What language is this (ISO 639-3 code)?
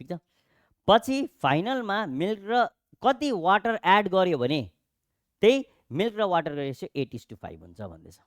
nep